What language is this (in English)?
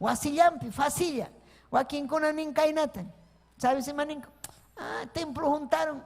Ayacucho Quechua